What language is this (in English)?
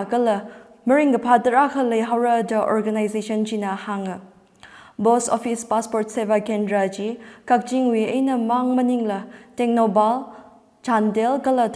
Tangkhul Naga (India)